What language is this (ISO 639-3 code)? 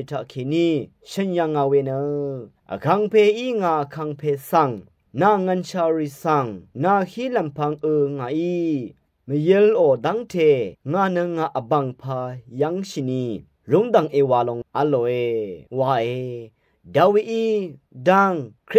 raw